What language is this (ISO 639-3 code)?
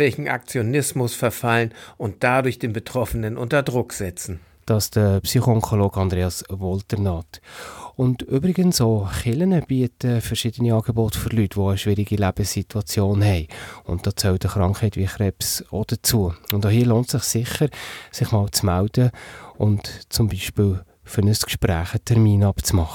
deu